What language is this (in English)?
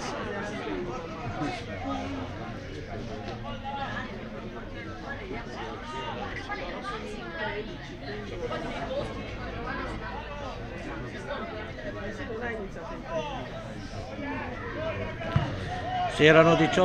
Italian